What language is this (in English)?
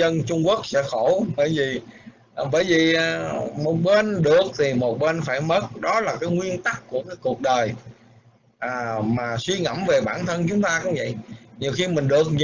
Vietnamese